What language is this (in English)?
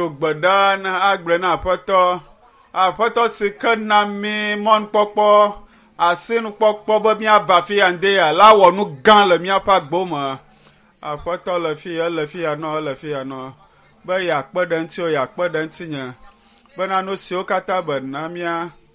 Ewe